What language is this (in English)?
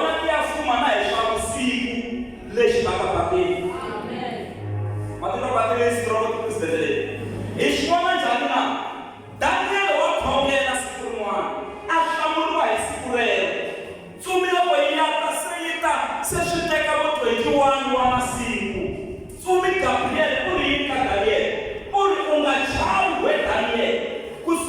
Tsonga